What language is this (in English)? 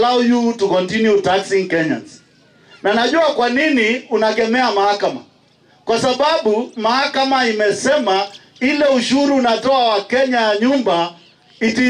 Swahili